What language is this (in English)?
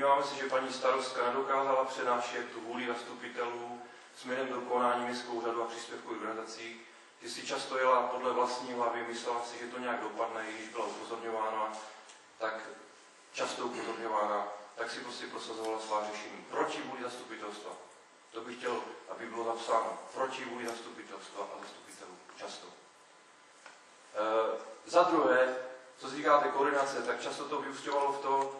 Czech